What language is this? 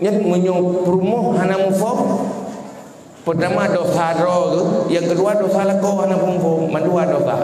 Achinese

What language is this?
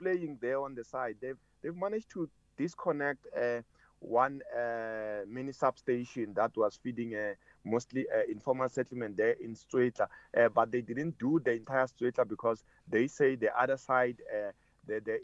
English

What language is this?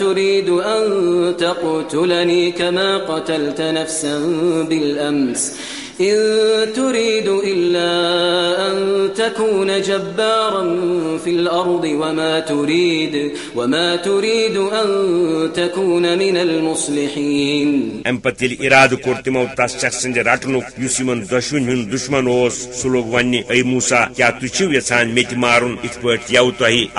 Kashmiri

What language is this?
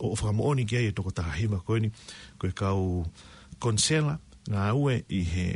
Tongan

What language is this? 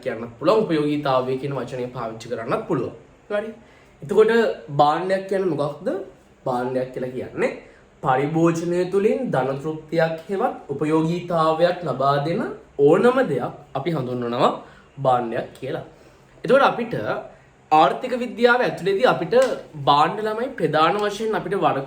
Sinhala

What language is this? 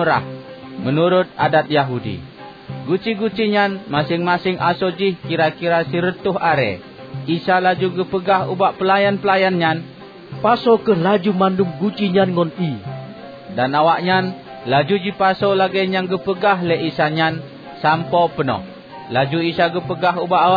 Achinese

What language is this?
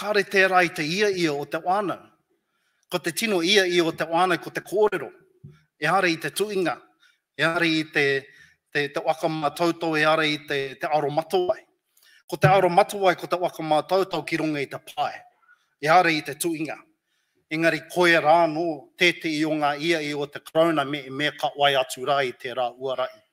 Māori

